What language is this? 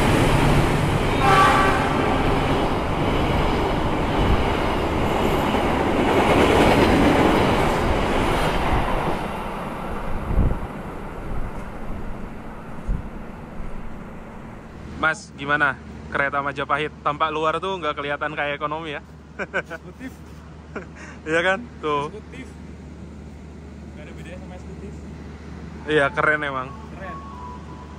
Indonesian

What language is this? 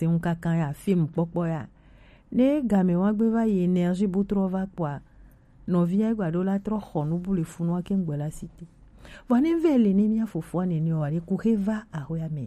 Gen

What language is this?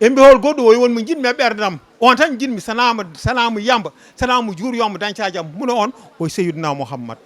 Fula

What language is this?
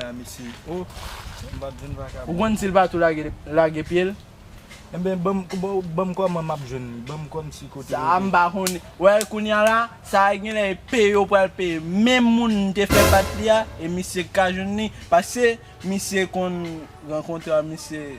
Haitian Creole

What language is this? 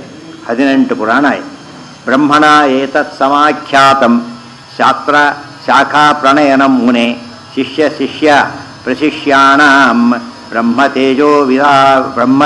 Kannada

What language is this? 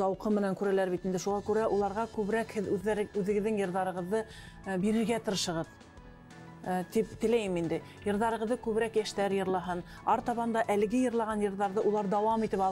Bashkir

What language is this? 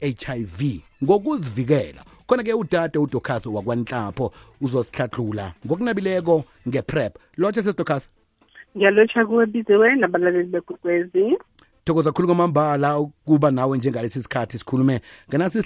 South Ndebele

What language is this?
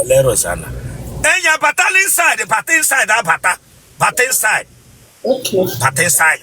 Igbo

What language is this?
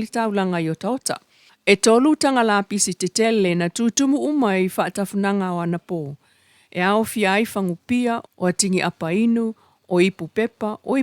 Samoan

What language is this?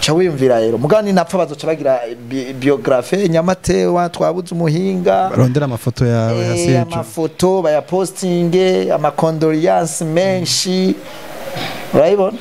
Rundi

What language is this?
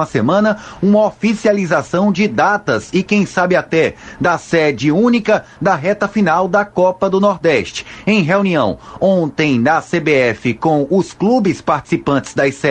Portuguese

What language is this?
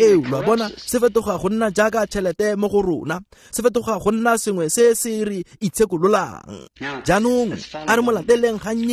Tswana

